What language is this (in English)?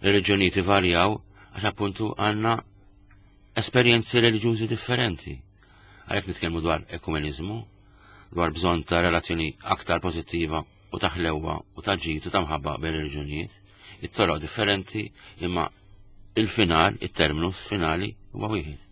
Maltese